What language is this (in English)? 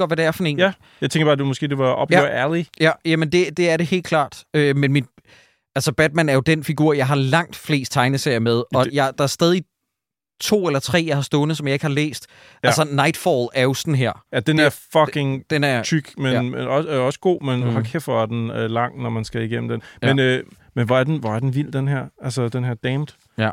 Danish